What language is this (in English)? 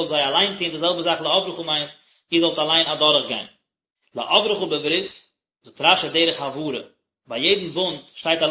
Yiddish